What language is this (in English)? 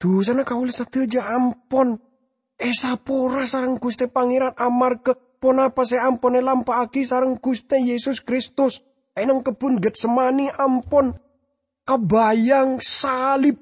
Madurese